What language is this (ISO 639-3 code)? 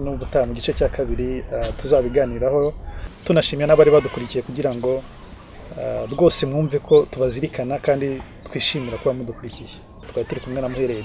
kin